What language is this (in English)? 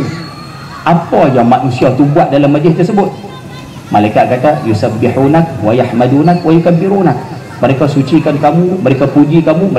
Malay